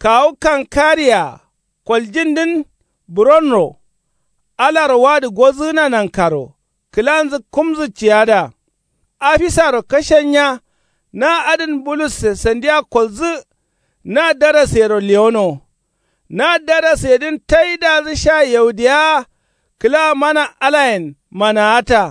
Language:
Kanuri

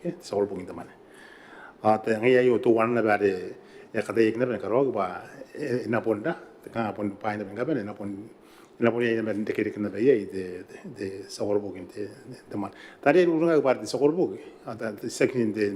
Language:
Gilbertese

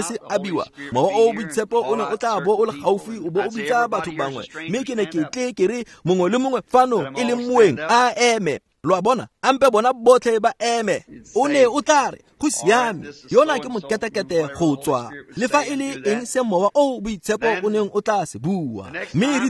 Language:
Tswana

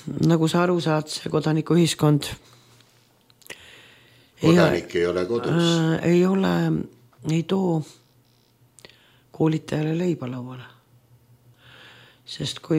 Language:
Estonian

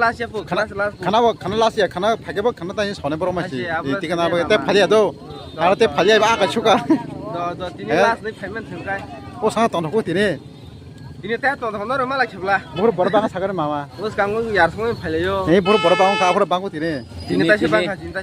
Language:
Kok Borok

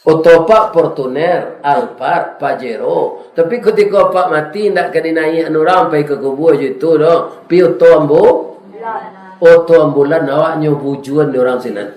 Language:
Minangkabau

